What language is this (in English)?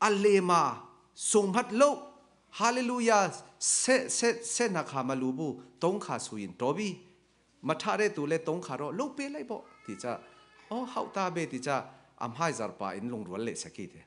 Falam Chin